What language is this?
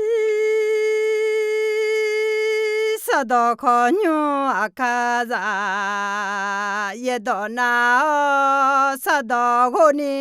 Akha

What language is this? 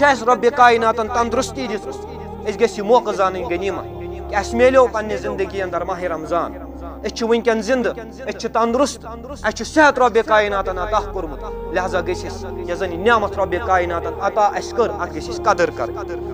Kashmiri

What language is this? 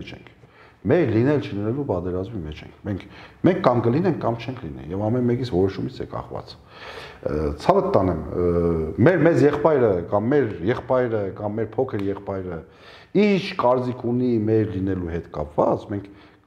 Armenian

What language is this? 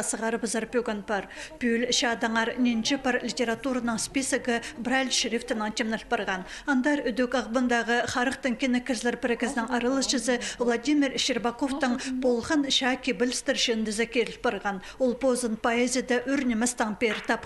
Khakas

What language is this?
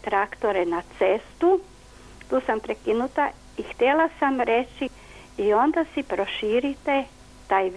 Croatian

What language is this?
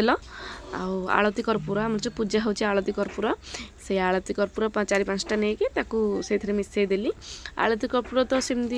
Odia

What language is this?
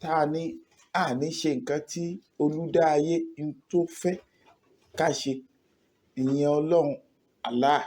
Yoruba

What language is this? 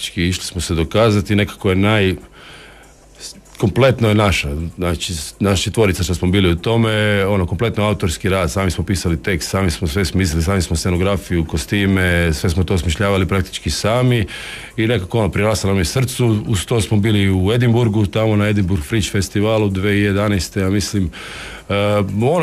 Croatian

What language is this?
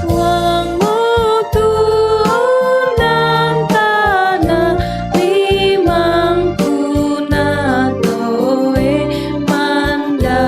Toraja-Sa'dan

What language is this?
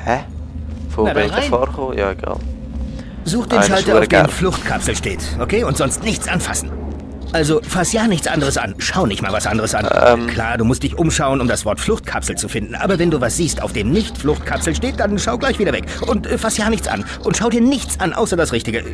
Swiss German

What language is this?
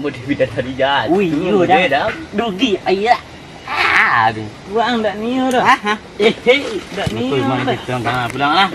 Minangkabau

